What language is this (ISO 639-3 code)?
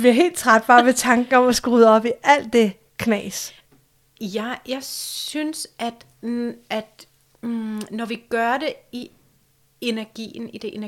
dan